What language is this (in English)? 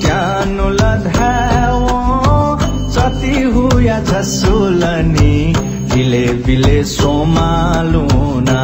Newari